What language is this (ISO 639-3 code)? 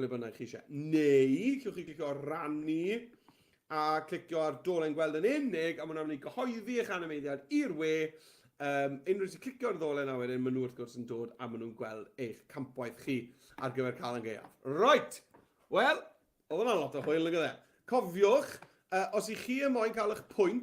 cym